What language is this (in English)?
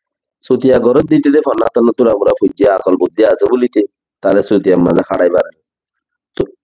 Rohingya